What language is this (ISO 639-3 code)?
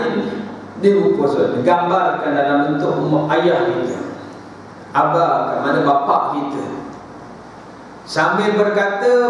msa